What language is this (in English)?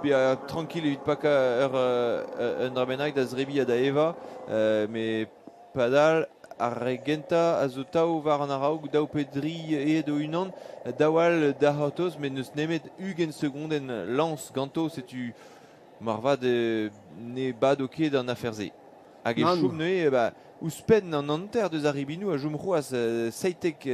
Breton